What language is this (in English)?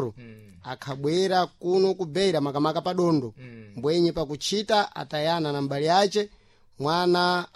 Sena